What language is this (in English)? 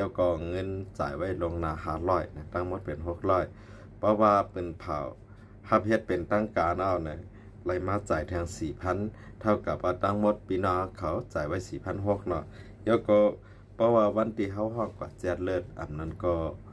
Shan